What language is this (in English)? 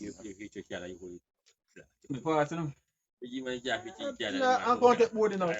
Jamaican Creole English